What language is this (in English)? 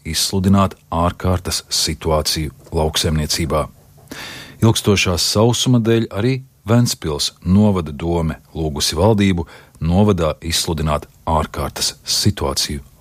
Latvian